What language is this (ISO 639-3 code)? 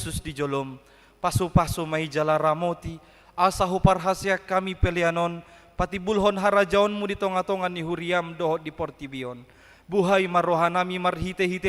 bbc